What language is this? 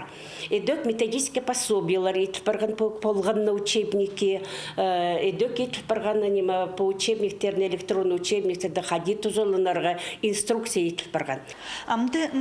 Khakas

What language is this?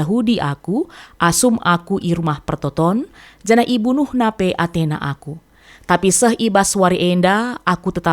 Batak Karo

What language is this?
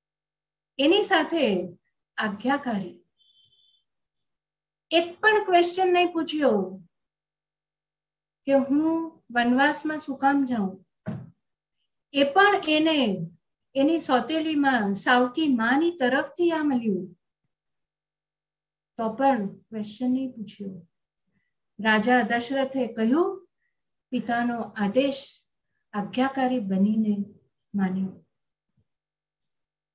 Gujarati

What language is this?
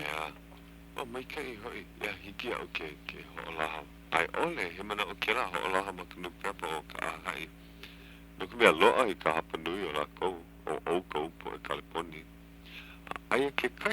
Hawaiian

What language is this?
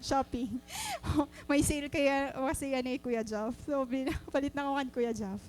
Waray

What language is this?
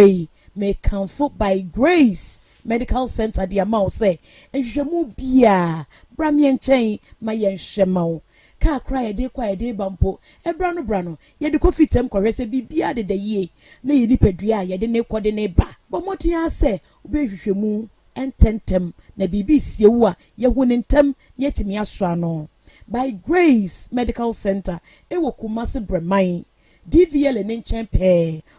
Akan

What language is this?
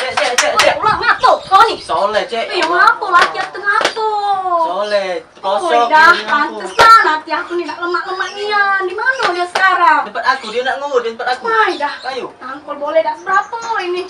Musi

